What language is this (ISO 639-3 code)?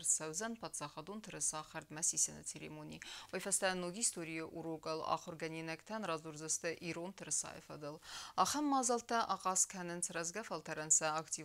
oss